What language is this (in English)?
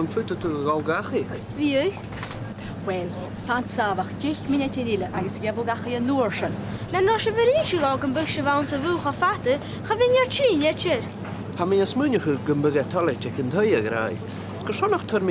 Scottish Gaelic